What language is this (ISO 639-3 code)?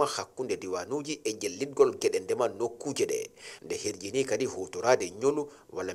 ful